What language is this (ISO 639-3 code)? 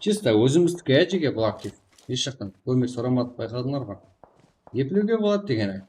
kaa